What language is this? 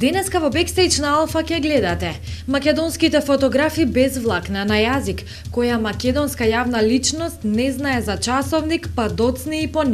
Macedonian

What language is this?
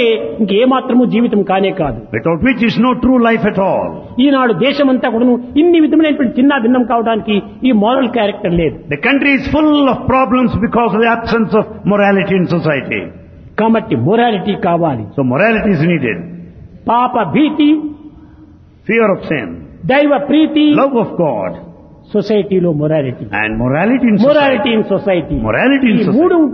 Telugu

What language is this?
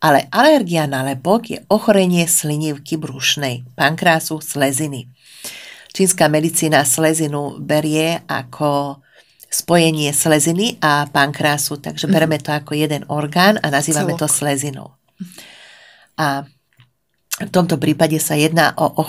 Slovak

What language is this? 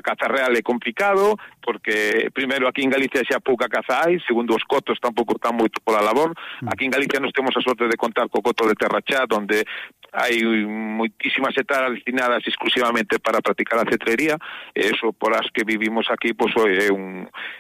Galician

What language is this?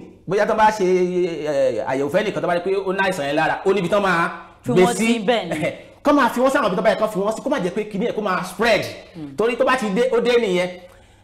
Yoruba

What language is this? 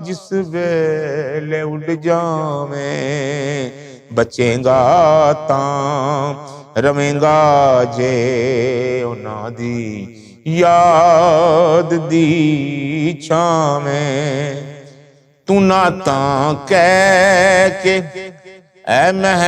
Western Panjabi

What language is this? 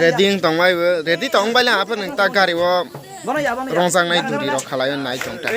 Kok Borok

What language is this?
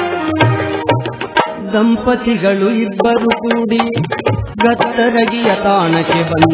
Kannada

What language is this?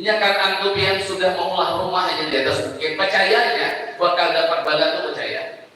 Banjar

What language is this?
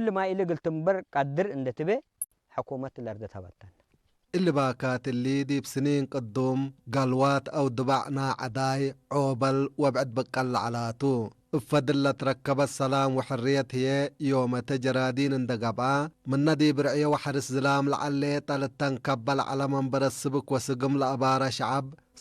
Tigre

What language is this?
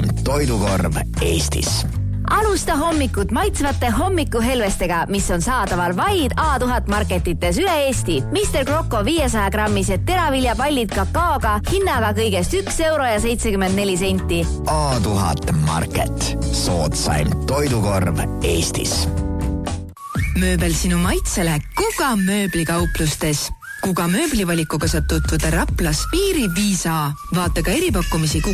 Estonian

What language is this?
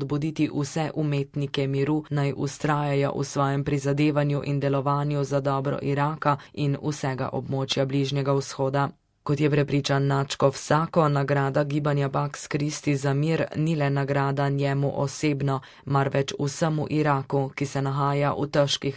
Slovenian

